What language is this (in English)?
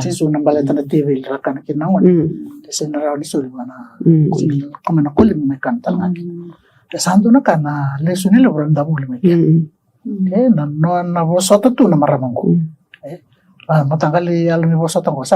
Fijian